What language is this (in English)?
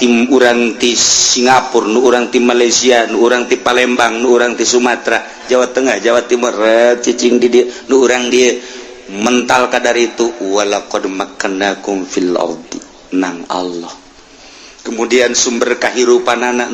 Sundanese